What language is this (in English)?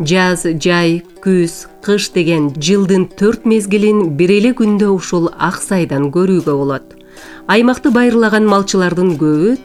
Kyrgyz